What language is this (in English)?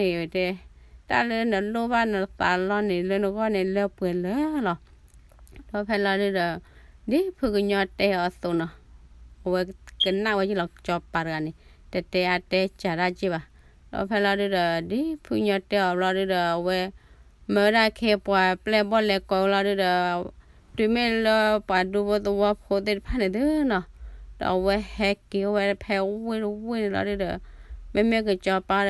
S'gaw Karen